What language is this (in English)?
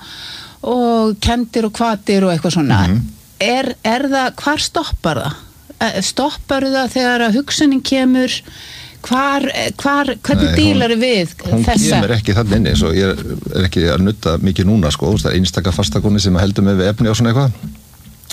Icelandic